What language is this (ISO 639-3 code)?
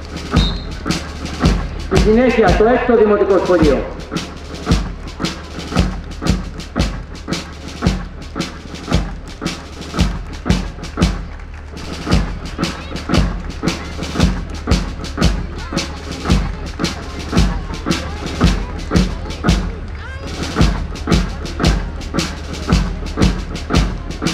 ell